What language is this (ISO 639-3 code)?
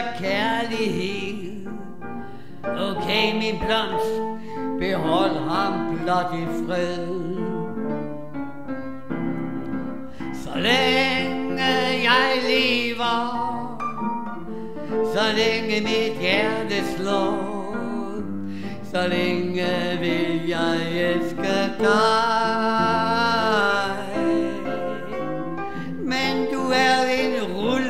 dan